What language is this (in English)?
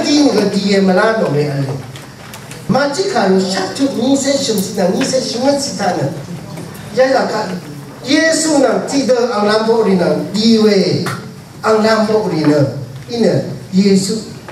Rawang